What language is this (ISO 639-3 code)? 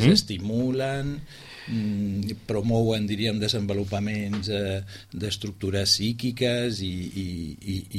cat